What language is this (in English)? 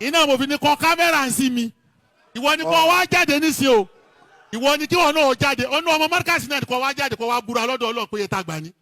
Yoruba